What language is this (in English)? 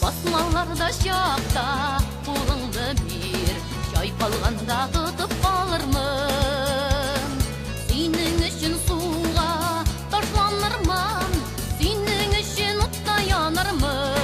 Bashkir